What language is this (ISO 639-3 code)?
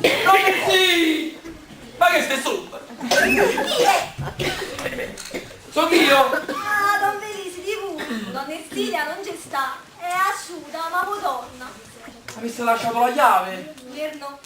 nap